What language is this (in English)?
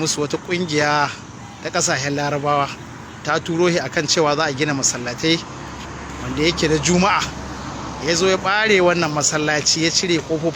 Hausa